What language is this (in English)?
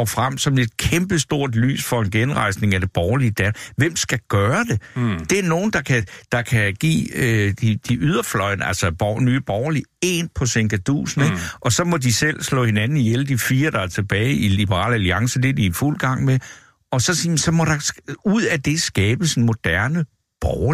Danish